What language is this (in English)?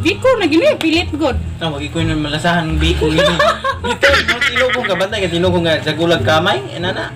Cebuano